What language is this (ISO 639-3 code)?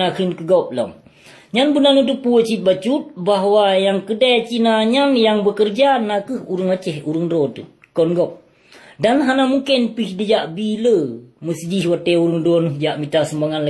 ace